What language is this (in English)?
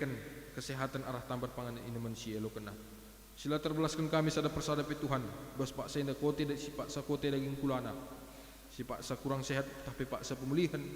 Batak Karo